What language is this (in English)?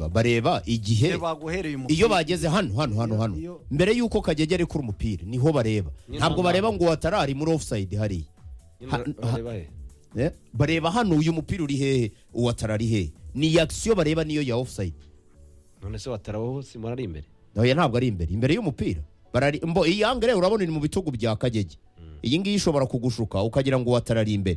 Kinyarwanda